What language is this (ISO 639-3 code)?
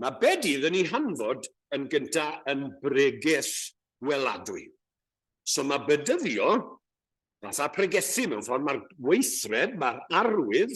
cym